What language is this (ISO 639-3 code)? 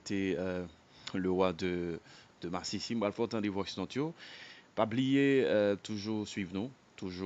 hat